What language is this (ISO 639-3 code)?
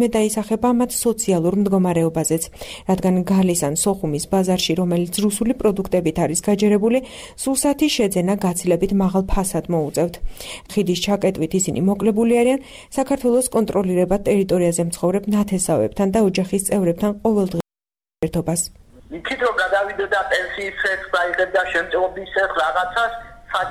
kat